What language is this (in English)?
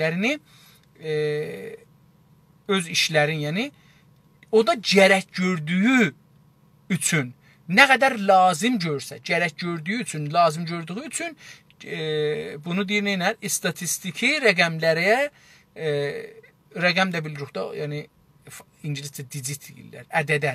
South Azerbaijani